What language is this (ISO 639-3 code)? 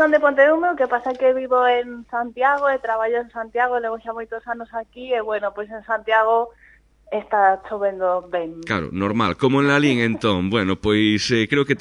glg